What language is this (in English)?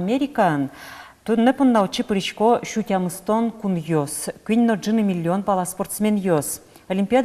Udmurt